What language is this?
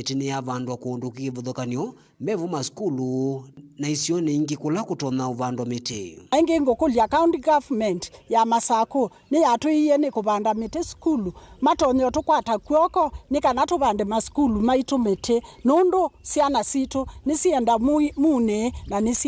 Kamba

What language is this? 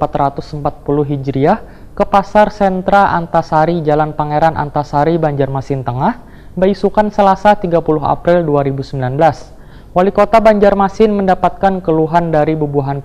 Banjar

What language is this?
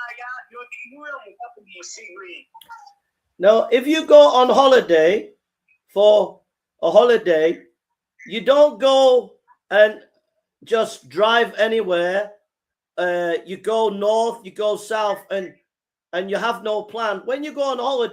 Nyanja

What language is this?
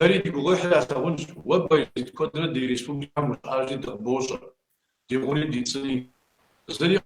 Kabardian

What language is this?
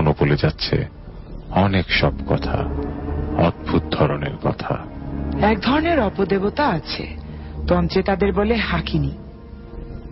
Bangla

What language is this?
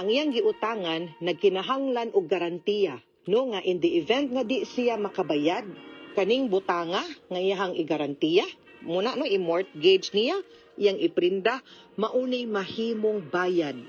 Cebuano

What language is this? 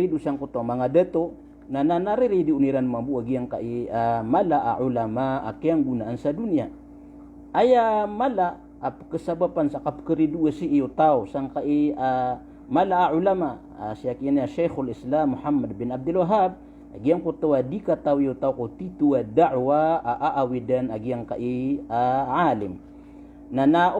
Maranao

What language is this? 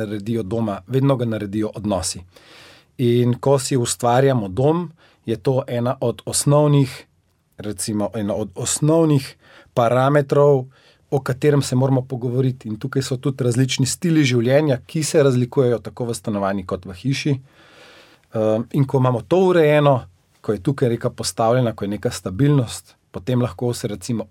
Slovenian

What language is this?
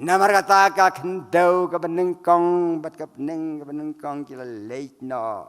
Khasi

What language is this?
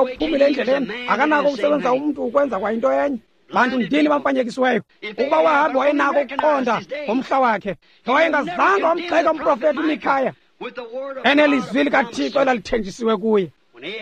Xhosa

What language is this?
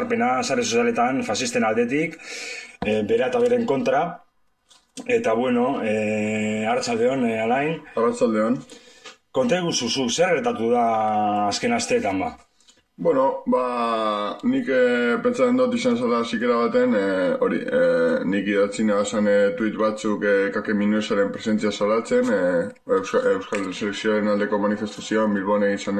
Basque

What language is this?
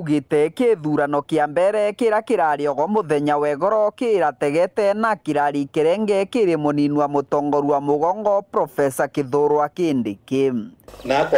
Meru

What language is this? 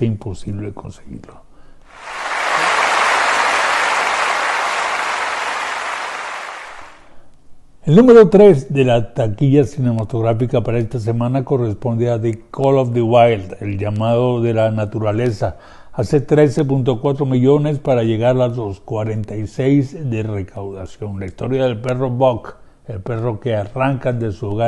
Spanish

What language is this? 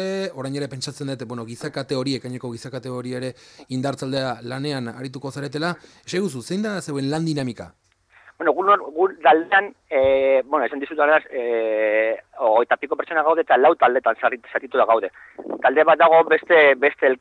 Basque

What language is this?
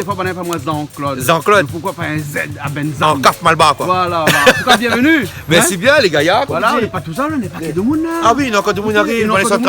Réunion Creole French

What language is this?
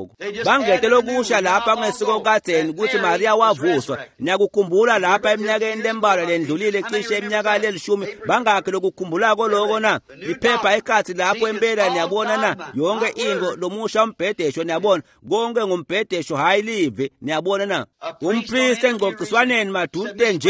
Swati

